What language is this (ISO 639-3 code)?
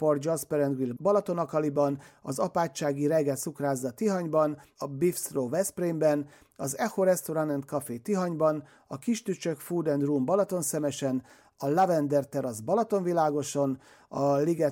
hun